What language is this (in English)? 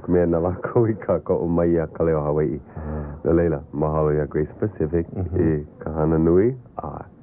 Hawaiian